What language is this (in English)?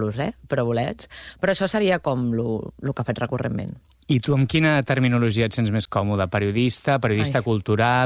Catalan